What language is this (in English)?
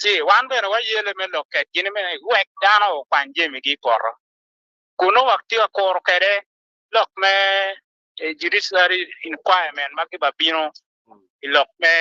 Acoli